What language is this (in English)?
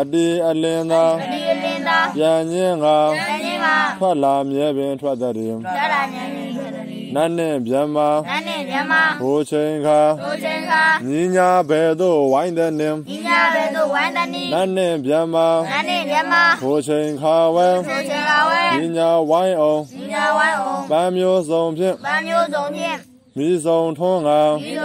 Burmese